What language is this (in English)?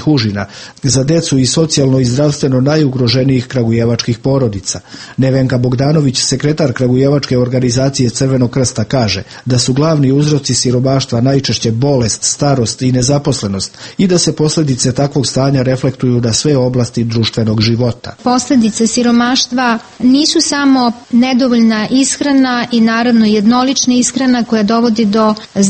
Serbian